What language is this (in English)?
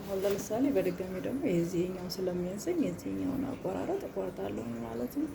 Amharic